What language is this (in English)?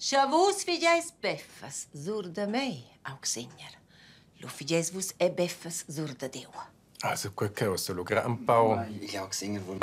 Romansh